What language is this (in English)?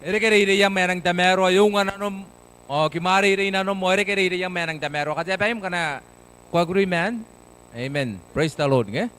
Gilbertese